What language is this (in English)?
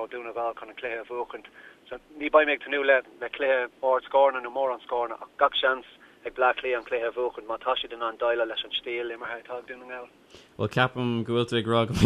Irish